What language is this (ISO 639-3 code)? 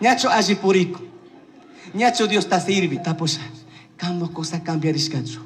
qug